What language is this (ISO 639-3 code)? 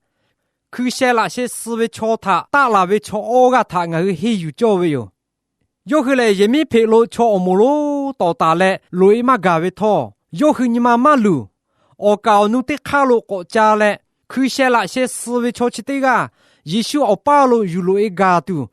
lhu